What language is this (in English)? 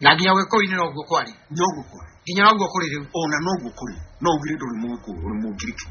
Kikuyu